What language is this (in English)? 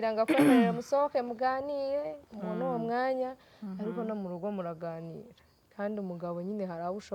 Kinyarwanda